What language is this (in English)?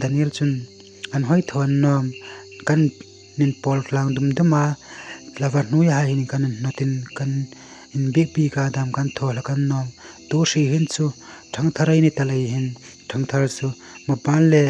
Hmar